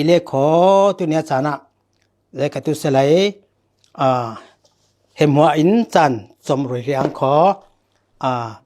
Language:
Falam Chin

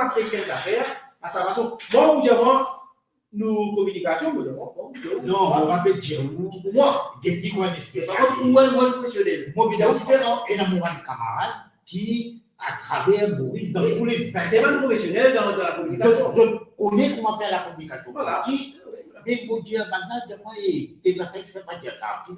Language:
Morisyen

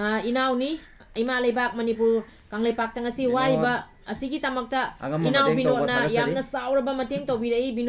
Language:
Manipuri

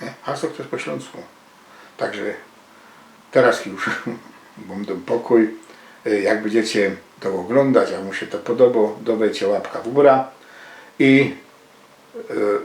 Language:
Silesian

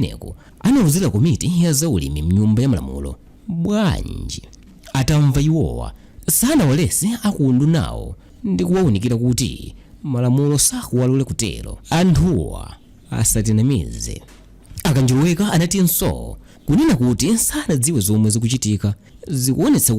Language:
Nyanja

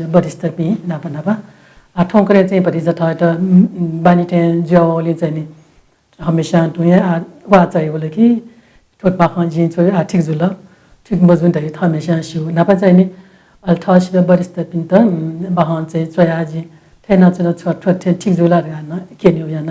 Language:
Newari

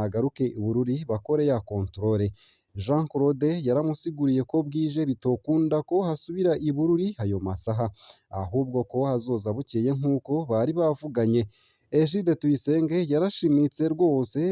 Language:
Rundi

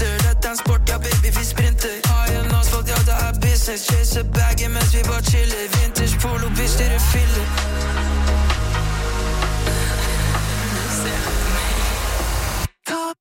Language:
Norwegian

